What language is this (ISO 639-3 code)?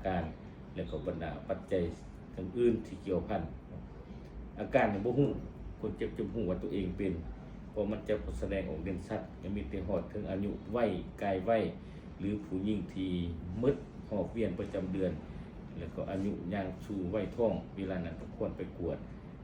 lao